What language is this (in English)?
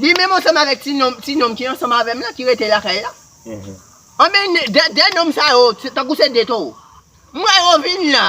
Haitian Creole